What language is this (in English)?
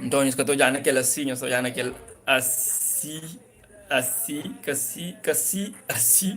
Kabuverdianu